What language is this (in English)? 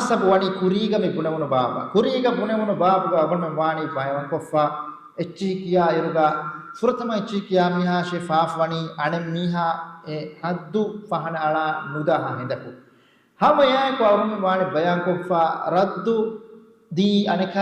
Divehi